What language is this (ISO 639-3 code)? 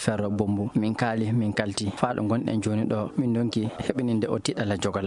ffm